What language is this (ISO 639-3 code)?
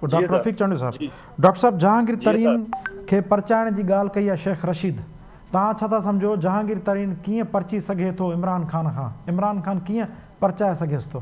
snd